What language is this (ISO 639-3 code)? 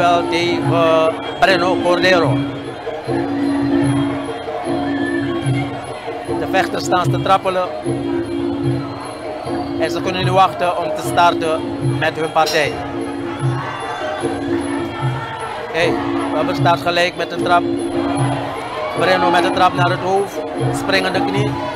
nld